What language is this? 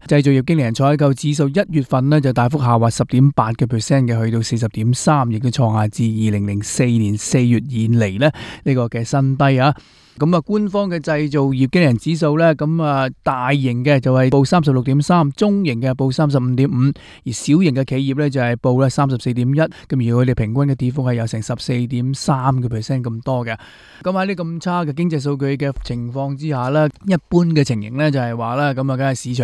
Cantonese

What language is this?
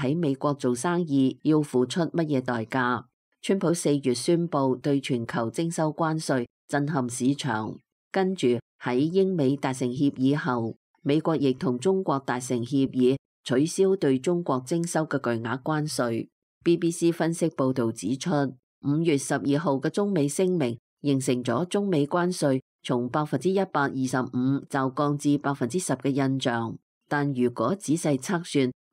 Cantonese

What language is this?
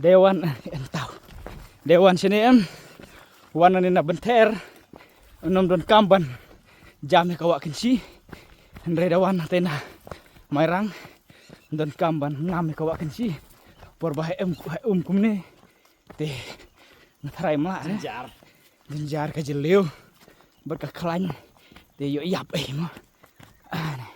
Khasi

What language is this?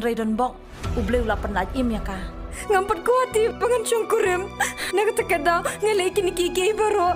Khasi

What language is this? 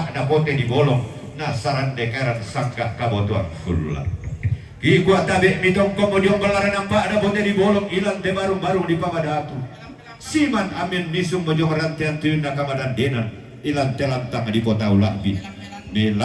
Toraja-Sa'dan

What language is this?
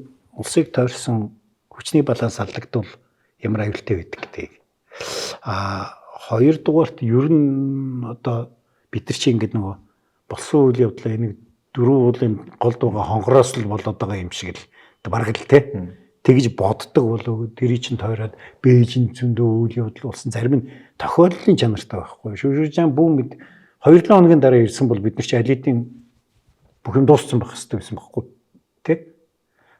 Mongolian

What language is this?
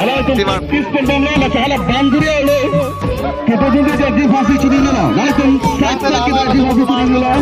Karbi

